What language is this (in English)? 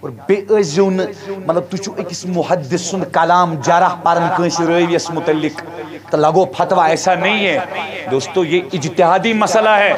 Kashmiri